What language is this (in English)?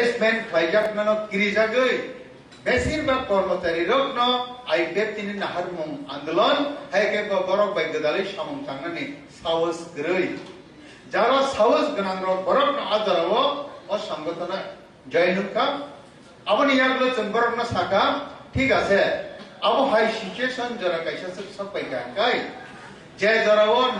Kok Borok